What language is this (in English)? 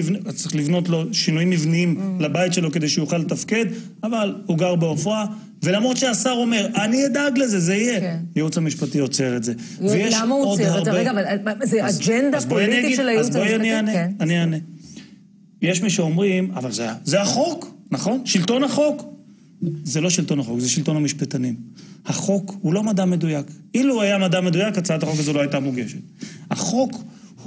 Hebrew